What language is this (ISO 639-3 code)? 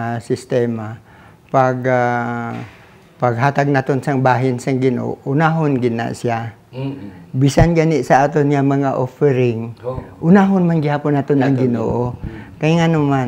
hil